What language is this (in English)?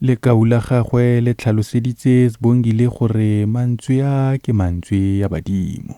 Tswana